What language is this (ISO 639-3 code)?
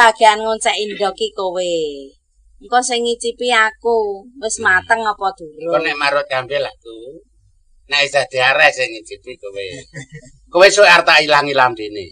jav